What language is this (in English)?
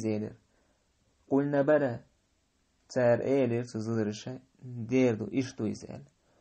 Chechen